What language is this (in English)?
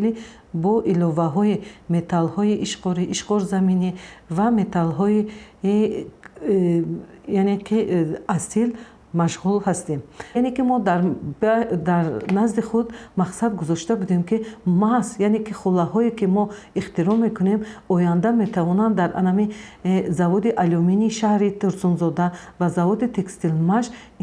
Tajik